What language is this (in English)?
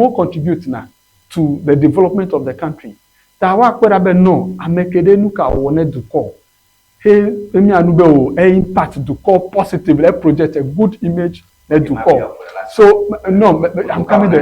Ewe